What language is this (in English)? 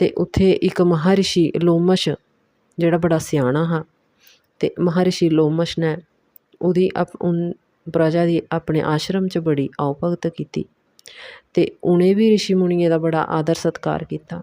Dogri